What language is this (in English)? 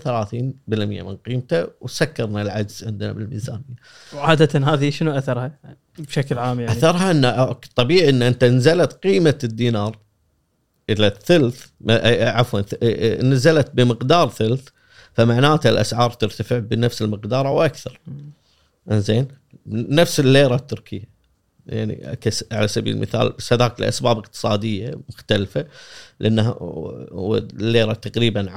Gulf Arabic